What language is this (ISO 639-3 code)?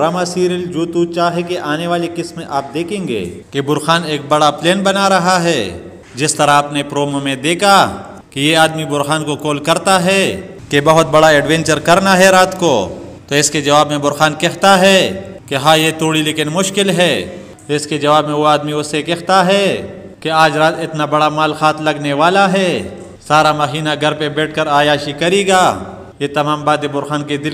urd